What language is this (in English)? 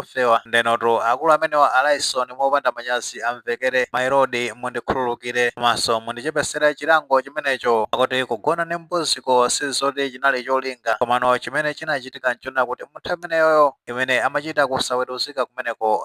Nyanja